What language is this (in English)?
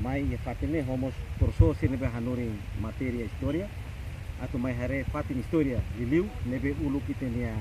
Tetum